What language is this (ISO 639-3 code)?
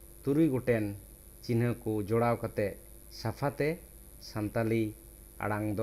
sat